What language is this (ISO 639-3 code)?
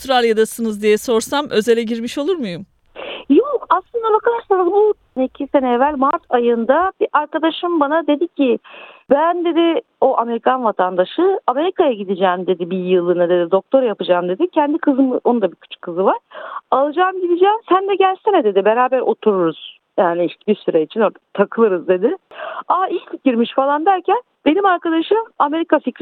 tur